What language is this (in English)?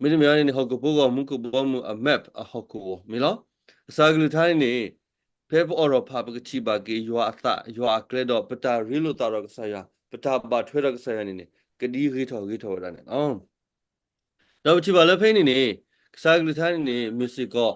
S'gaw Karen